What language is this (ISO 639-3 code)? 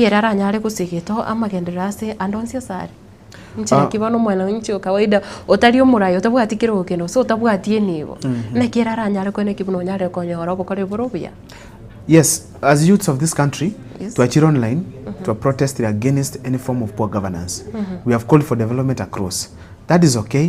guz